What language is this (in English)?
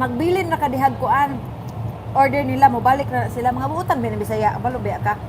Cebuano